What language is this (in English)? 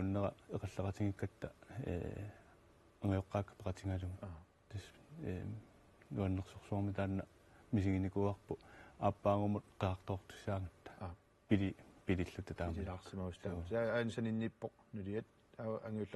Kalaallisut